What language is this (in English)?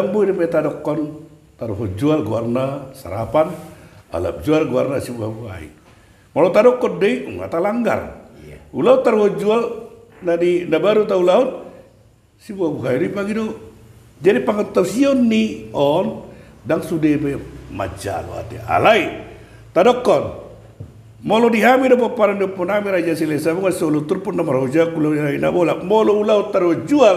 Batak Toba